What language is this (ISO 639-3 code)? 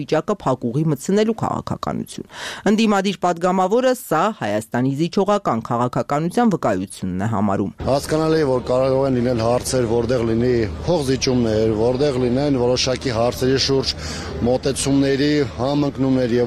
hye